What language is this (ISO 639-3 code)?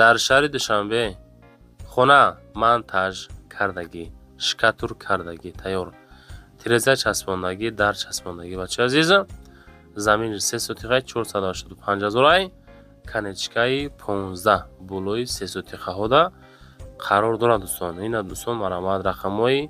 tgk